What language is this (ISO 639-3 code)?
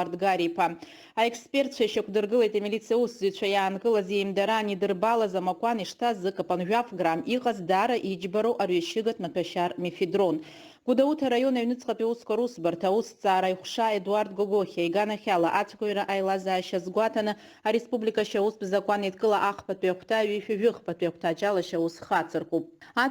abk